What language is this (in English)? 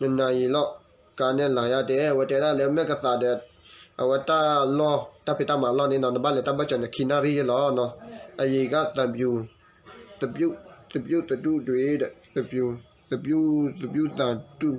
S'gaw Karen